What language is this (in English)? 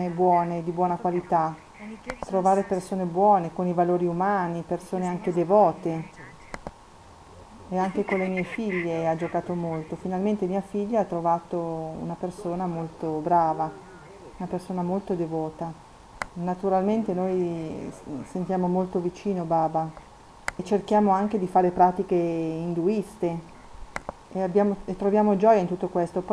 Italian